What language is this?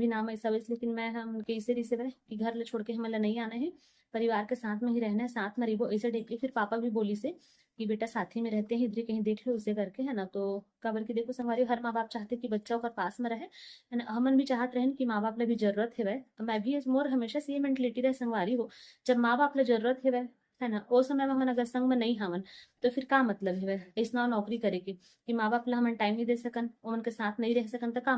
Chhattisgarhi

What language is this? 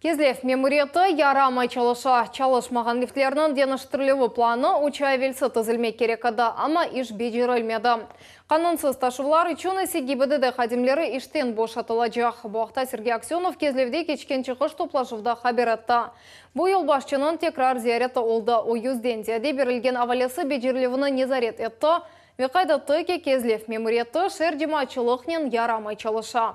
Crimean Tatar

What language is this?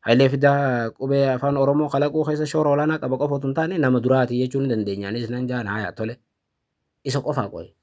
Oromo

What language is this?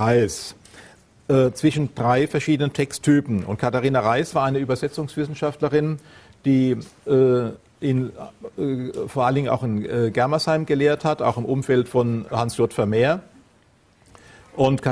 German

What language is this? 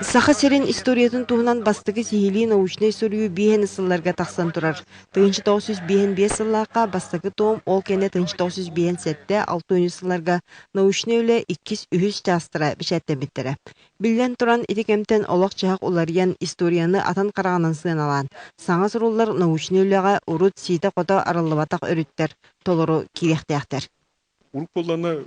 Yakut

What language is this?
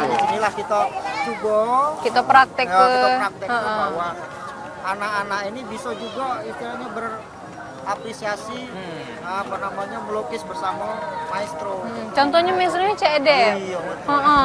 Musi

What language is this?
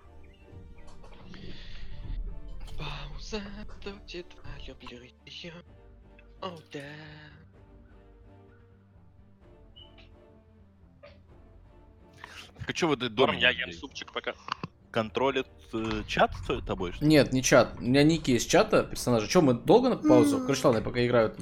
Russian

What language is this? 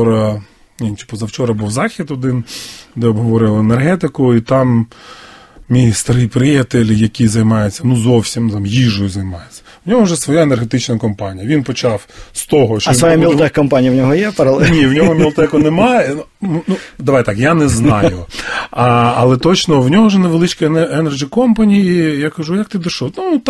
Ukrainian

